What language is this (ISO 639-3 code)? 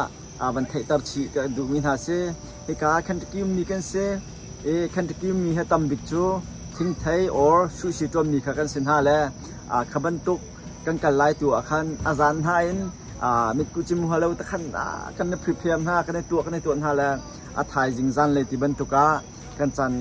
cnh